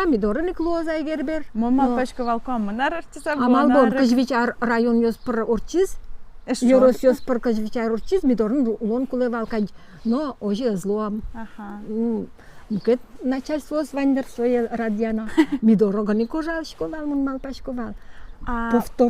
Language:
Udmurt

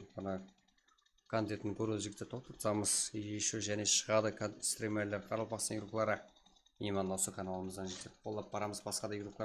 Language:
Kara-Kalpak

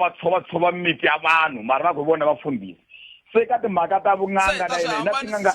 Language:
Tsonga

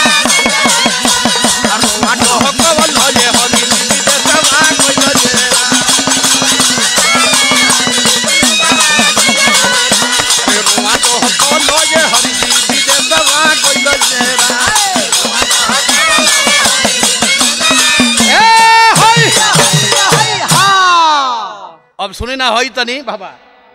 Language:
Bhojpuri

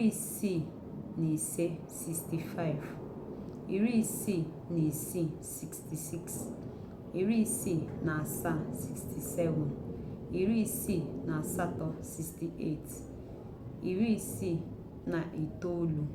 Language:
Igbo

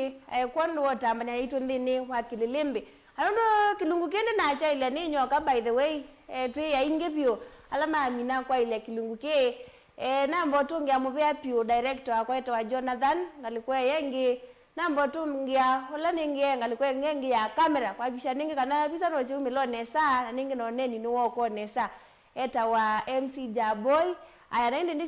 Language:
Kamba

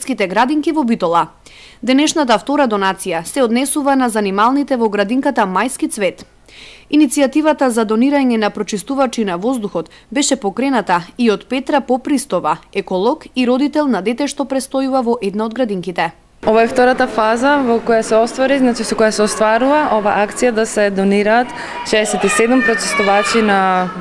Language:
Macedonian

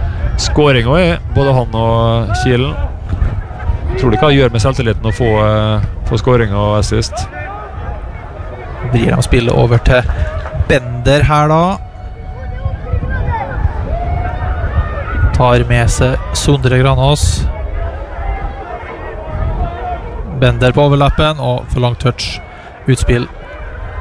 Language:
Norwegian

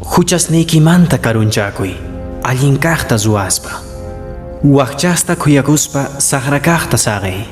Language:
Quechua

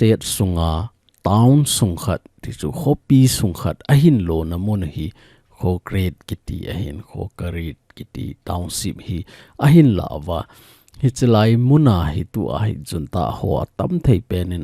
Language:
Thado Chin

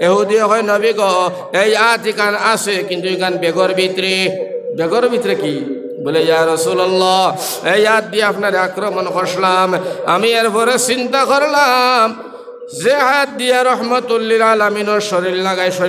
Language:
Sylheti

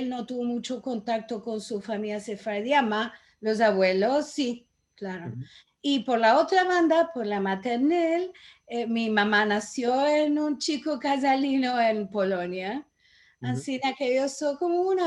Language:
Ladino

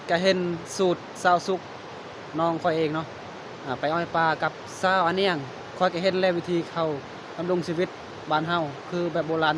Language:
Lao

